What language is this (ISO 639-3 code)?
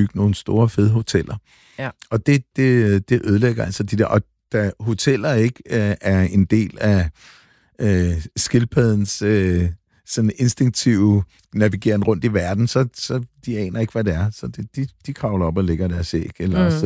dan